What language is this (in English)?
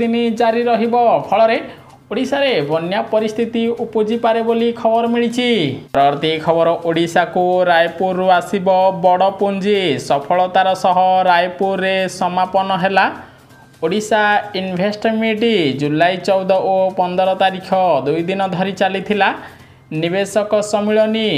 Odia